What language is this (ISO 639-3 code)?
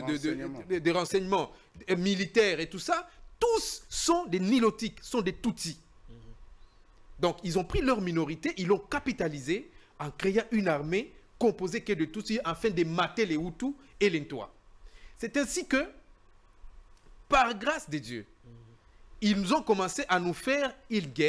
fra